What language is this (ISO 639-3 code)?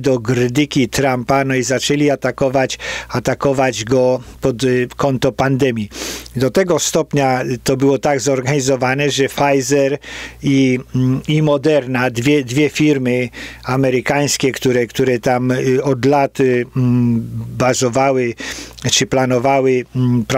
pol